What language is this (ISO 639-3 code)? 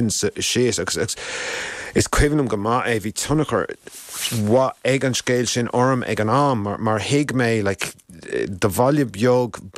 gle